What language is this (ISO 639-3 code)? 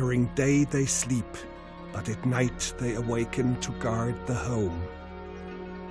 eng